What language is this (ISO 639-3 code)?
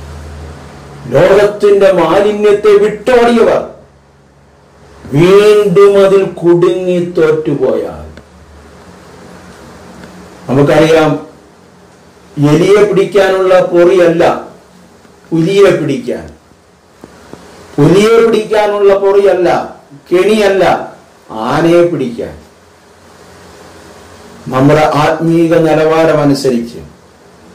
mal